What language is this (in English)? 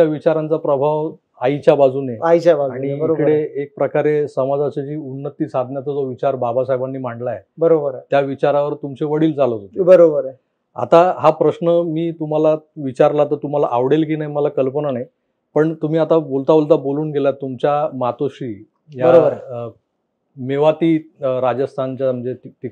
Marathi